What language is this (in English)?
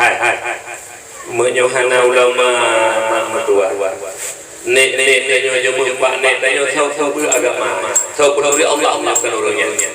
Achinese